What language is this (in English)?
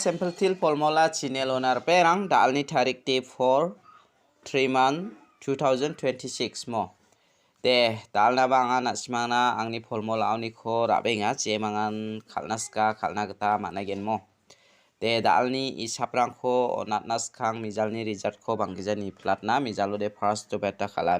Garo